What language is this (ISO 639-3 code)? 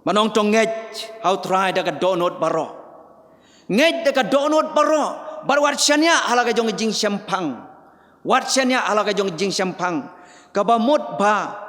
kha